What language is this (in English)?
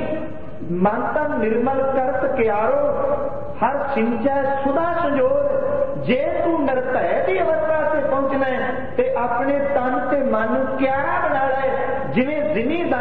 Punjabi